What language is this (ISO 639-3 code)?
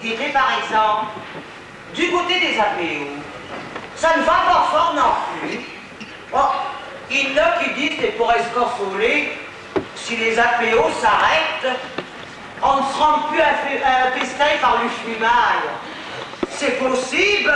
pcd